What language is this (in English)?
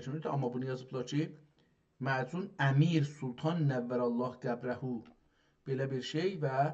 South Azerbaijani